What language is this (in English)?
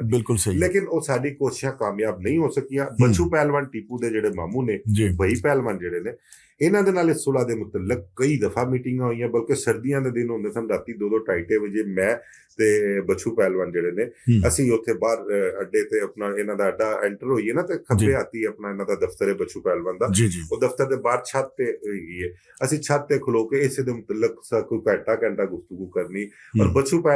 Western Panjabi